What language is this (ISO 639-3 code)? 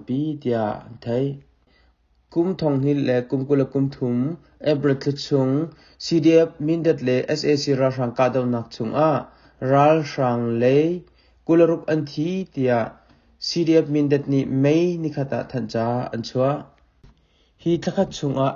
cnh